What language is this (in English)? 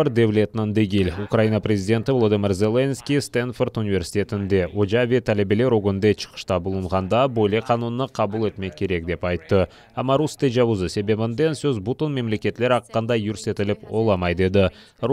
Crimean Tatar